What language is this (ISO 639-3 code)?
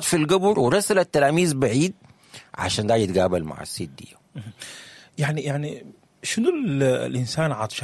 apd